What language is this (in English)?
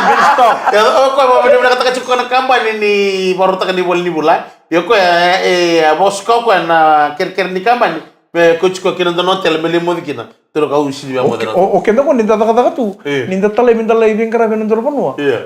Fijian